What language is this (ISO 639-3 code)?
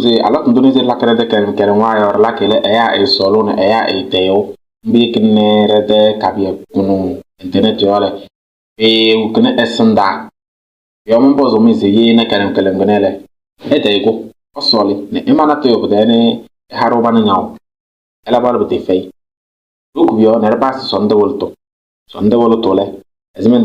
kbp